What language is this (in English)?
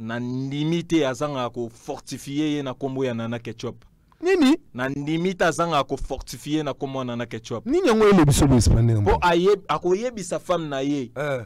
Lingala